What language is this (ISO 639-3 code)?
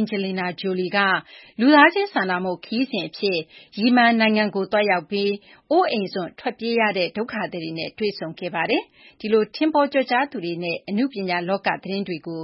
mya